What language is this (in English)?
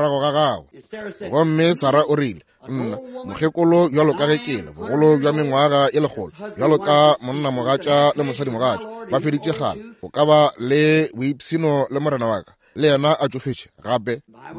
Northern Sotho